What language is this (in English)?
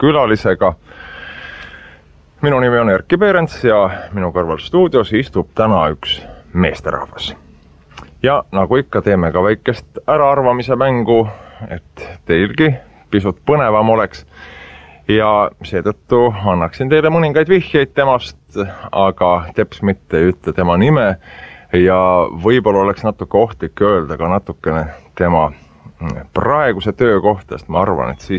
Estonian